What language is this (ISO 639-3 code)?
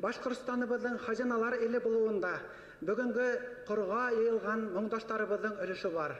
bak